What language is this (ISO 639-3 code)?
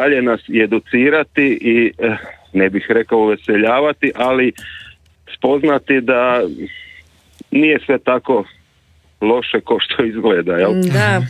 hrv